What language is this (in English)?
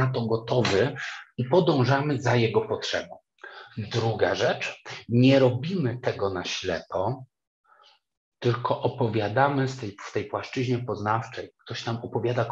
Polish